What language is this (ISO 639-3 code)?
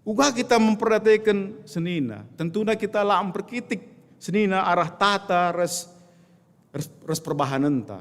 btx